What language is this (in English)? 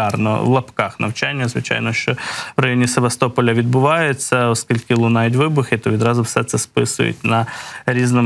Ukrainian